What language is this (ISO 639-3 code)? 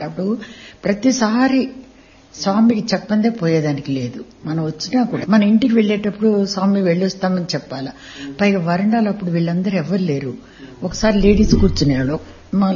tel